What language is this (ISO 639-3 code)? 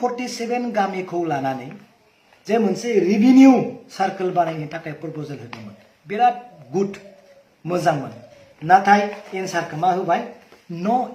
brx